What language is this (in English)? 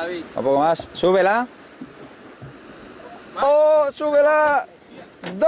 Spanish